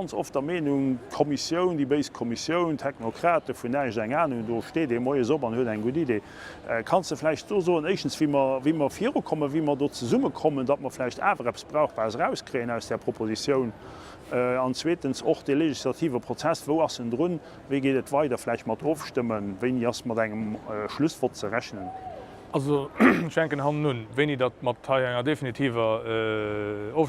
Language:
Luxembourgish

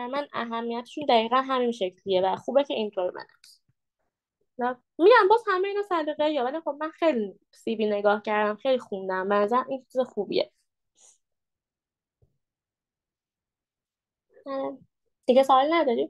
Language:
Persian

